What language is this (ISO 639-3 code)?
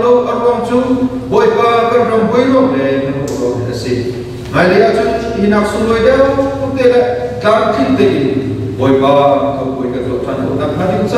cnh